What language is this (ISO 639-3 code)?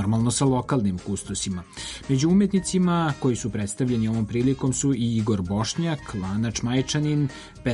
srp